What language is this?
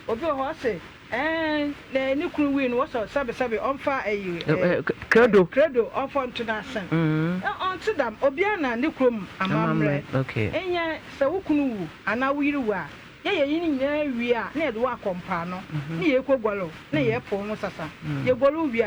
Akan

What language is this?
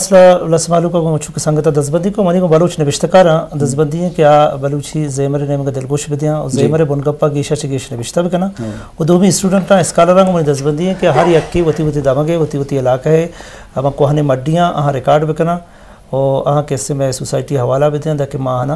Eastern Balochi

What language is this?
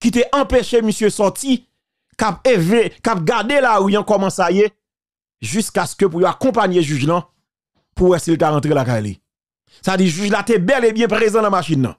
Haitian Creole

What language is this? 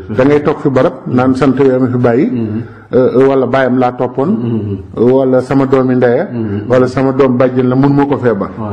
Wolof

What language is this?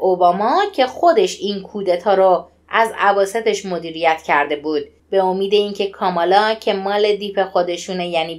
Persian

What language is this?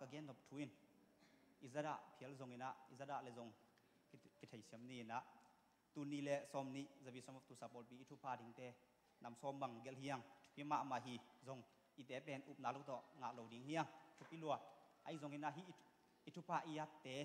Tedim Chin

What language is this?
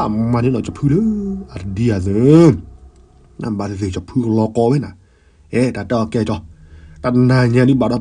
S'gaw Karen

